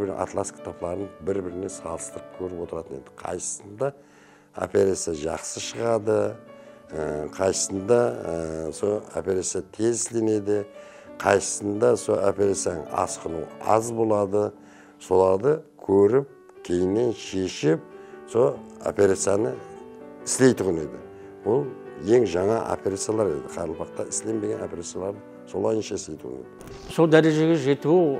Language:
Kara-Kalpak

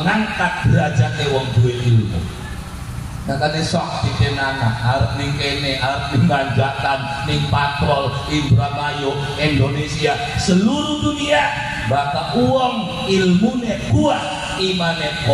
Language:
Javanese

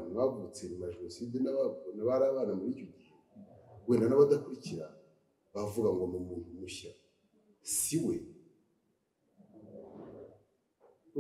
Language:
Kinyarwanda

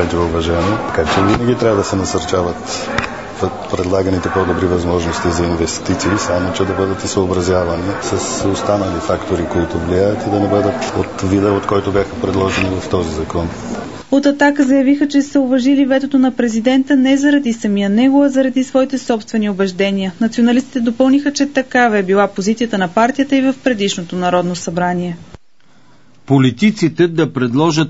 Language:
Bulgarian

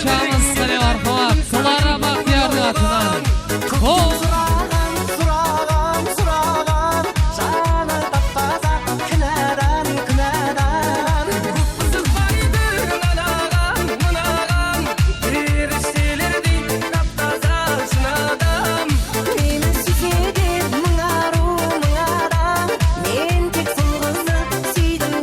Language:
Kara-Kalpak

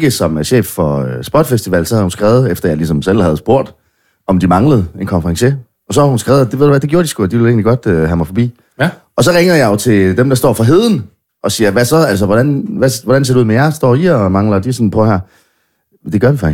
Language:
Danish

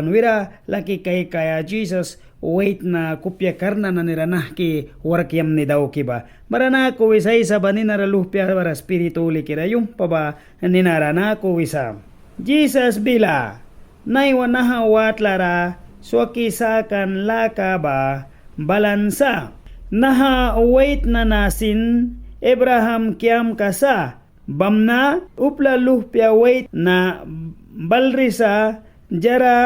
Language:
Mískito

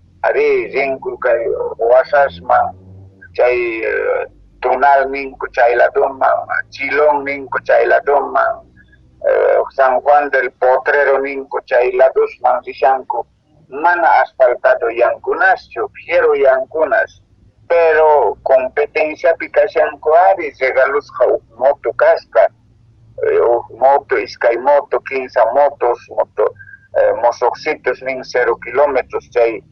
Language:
Quechua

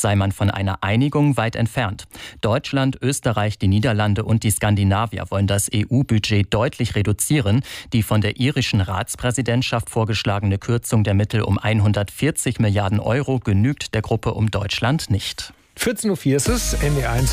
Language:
German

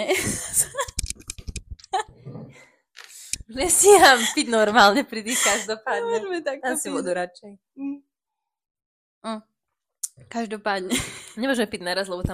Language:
Slovak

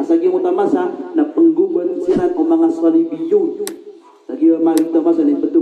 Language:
Maranao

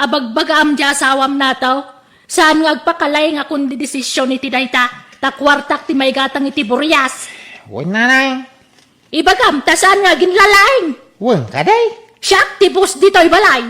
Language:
Iloko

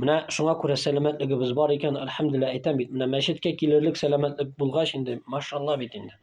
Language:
Tatar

